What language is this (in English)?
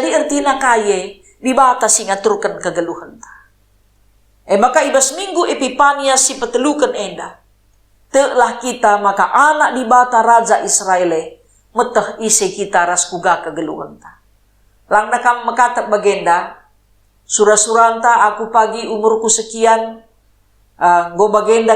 Batak Karo